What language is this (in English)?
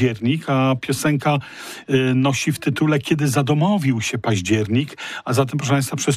Polish